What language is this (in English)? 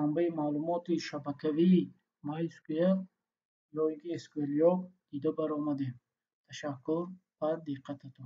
Tajik